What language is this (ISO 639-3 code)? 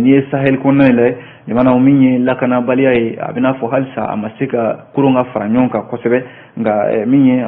bam